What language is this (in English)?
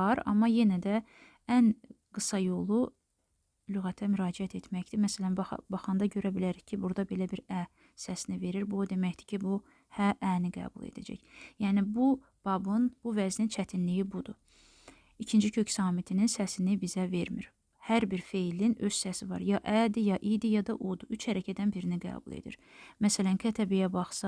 Azerbaijani